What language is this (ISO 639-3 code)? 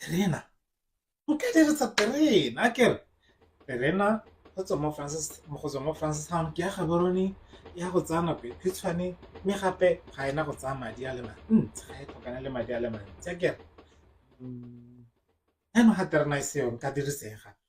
tsn